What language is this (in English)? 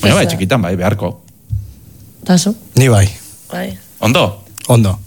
Basque